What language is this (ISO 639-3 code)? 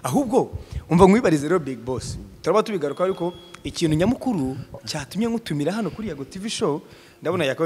kin